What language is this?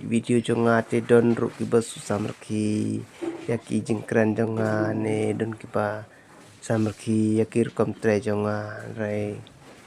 Khasi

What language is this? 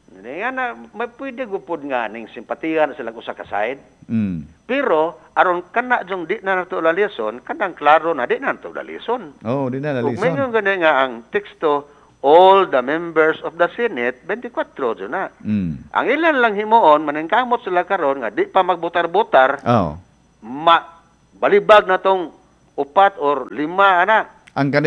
Cebuano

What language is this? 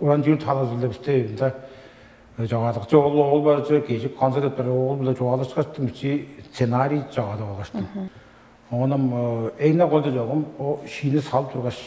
Tuvinian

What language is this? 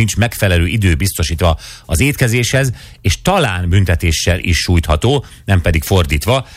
Hungarian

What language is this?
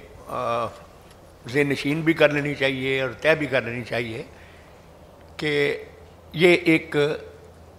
Urdu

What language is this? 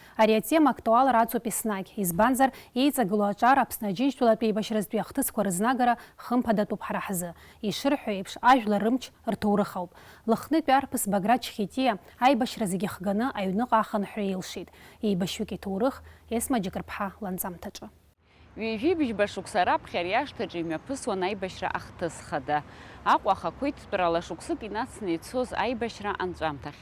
Abkhazian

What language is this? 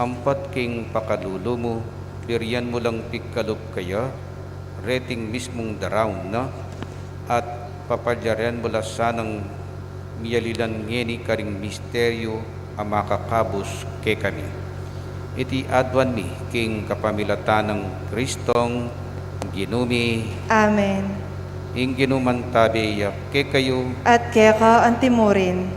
Pampanga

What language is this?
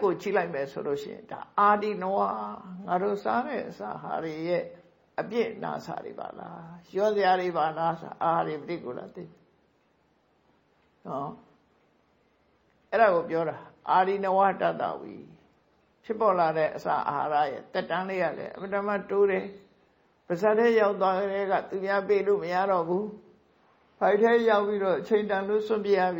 Burmese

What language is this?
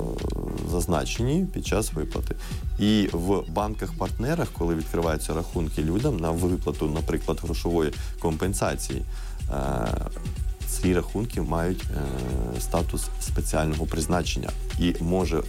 Ukrainian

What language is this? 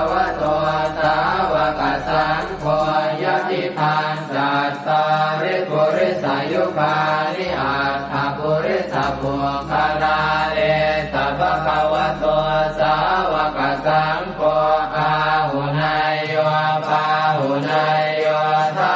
Pali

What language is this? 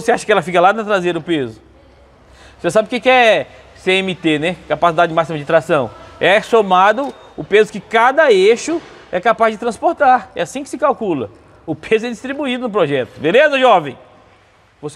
Portuguese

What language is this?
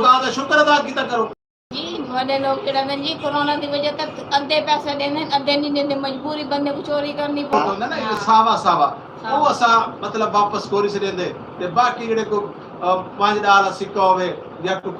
Saraiki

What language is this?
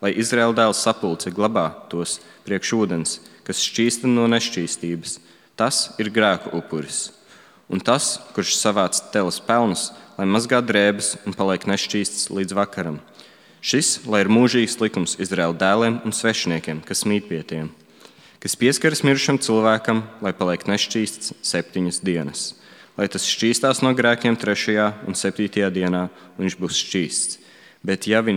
Latvian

